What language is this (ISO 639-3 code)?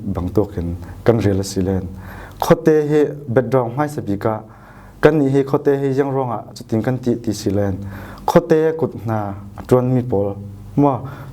cfm